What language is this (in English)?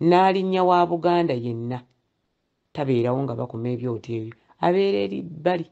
Ganda